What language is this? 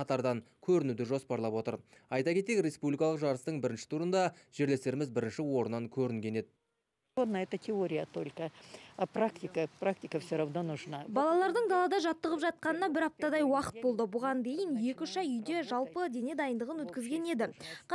Kazakh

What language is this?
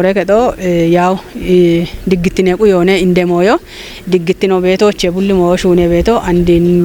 Kafa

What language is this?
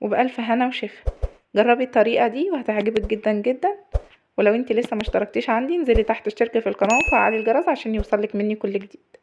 Egyptian Arabic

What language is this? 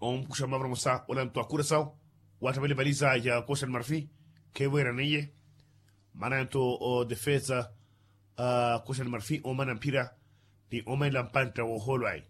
Makhuwa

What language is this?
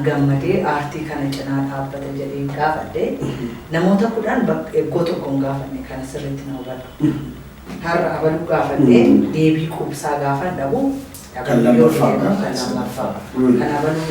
Oromo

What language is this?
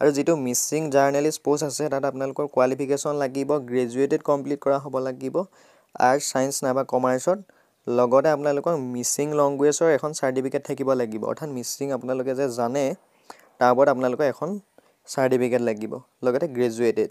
Assamese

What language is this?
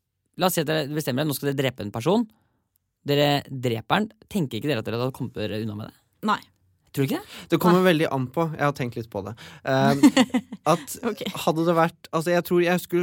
Norwegian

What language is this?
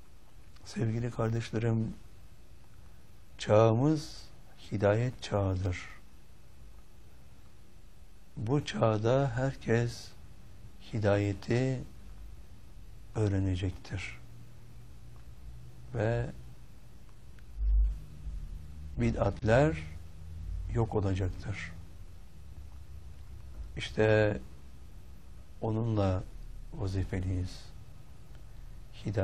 Turkish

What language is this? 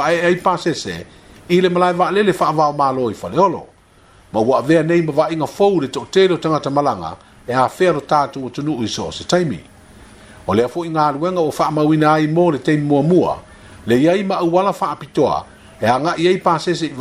Samoan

